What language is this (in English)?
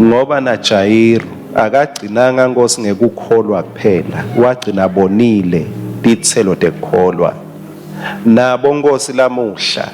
Swati